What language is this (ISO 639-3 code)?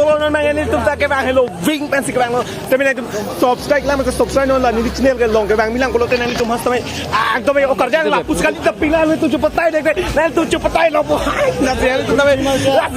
mjw